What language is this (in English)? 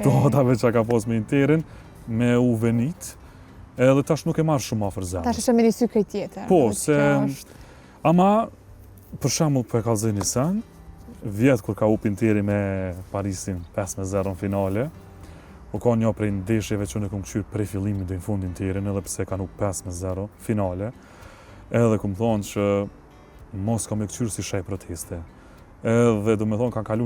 Albanian